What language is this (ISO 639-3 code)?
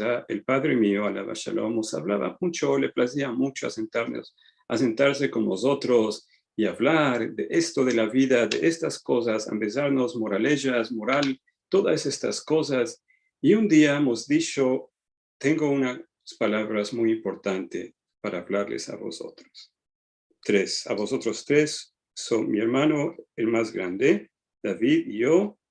lad